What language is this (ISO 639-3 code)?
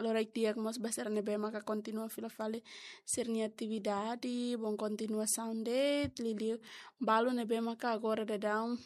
tet